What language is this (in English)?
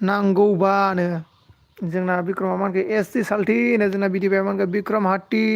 Bodo